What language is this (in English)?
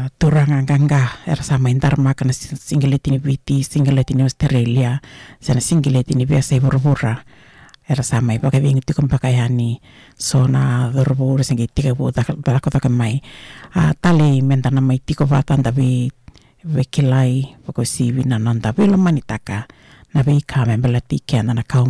Fijian